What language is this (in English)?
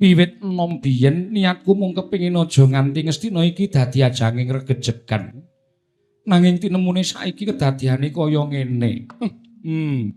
Javanese